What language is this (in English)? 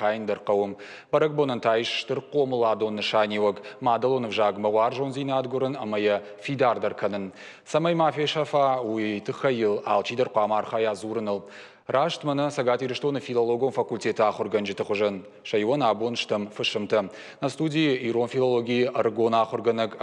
Ossetic